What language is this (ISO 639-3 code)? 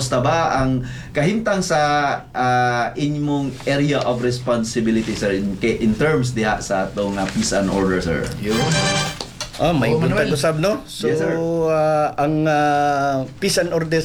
ceb